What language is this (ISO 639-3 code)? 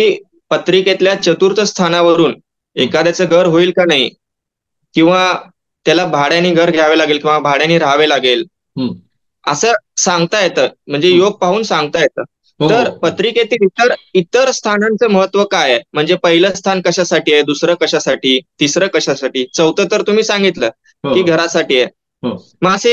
mar